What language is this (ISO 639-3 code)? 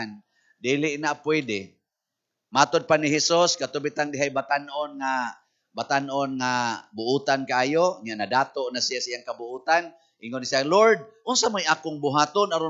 ceb